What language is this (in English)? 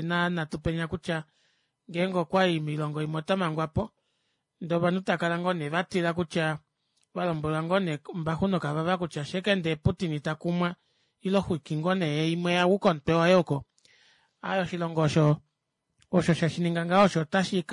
Kuanyama